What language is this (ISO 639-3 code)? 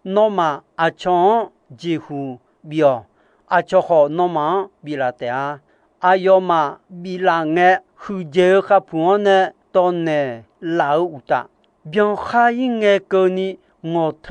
ahk